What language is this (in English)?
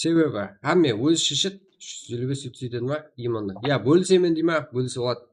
Kara-Kalpak